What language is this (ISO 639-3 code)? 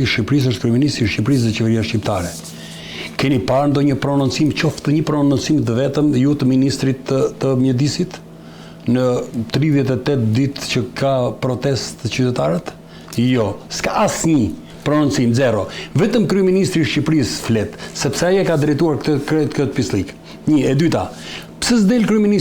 sqi